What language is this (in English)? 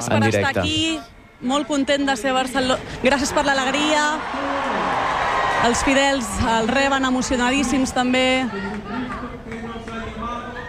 Catalan